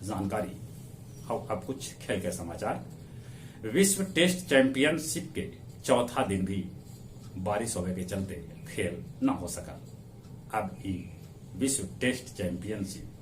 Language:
Magahi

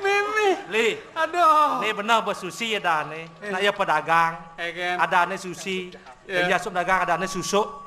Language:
Balinese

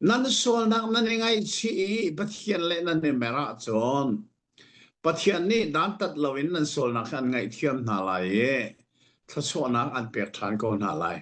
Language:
Hakha Chin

